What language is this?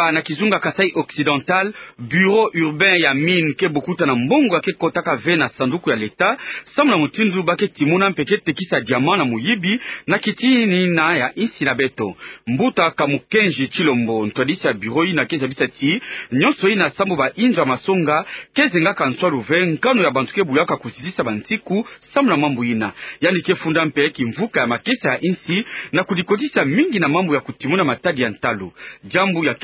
Kituba (Democratic Republic of Congo)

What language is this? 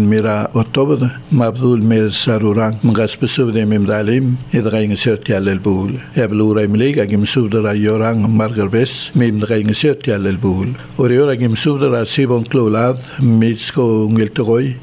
Palauan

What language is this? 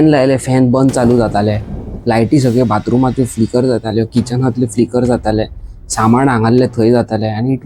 Konkani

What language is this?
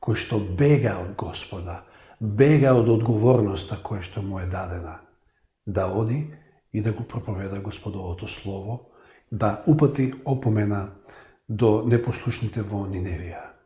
Macedonian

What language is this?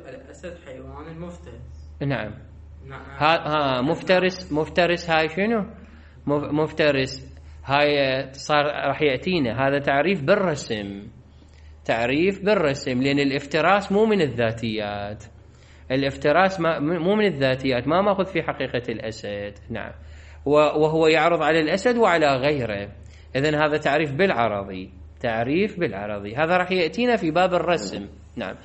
Mesopotamian Arabic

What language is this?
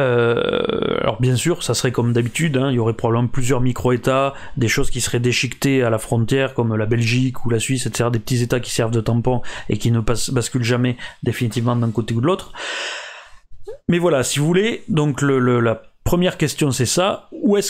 French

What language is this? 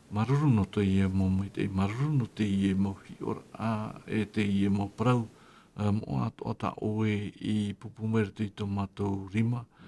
Tahitian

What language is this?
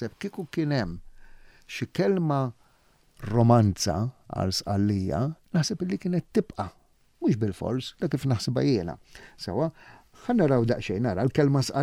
Maltese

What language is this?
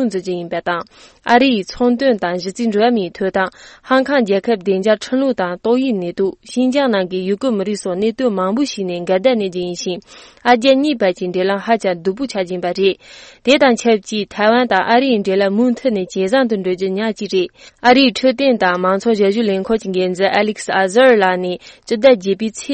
Tibetan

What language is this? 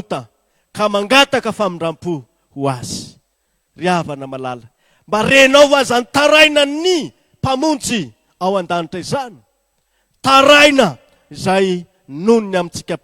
Malagasy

